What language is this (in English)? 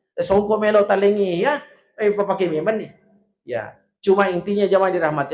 Buginese